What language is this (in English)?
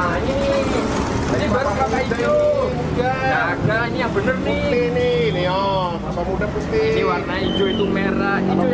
Betawi